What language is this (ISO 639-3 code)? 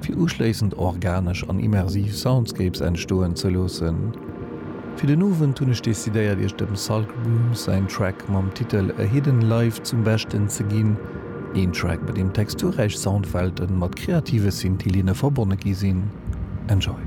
ltz